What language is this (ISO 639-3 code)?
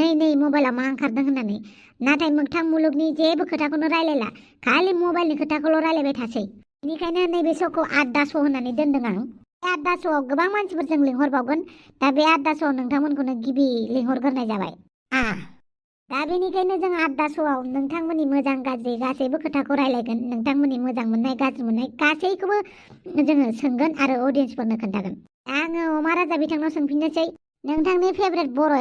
brx